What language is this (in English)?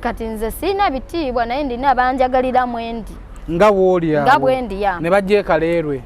Ganda